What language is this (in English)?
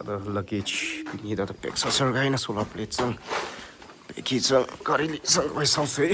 Tangkhul Naga (India)